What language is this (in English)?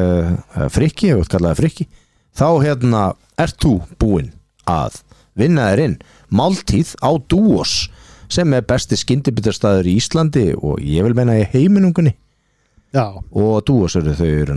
Icelandic